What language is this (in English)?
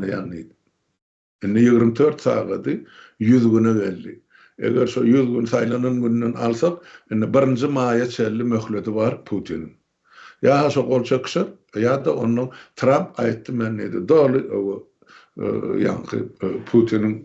Turkmen